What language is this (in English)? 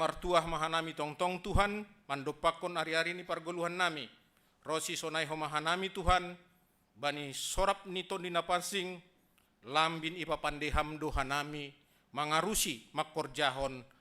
Batak Simalungun